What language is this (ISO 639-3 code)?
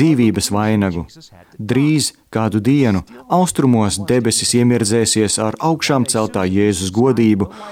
lav